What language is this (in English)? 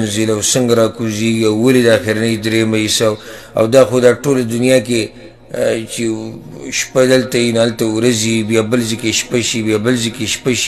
Pashto